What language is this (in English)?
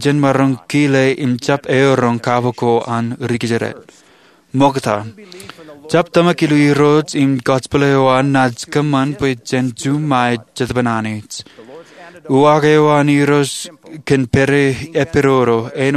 Marshallese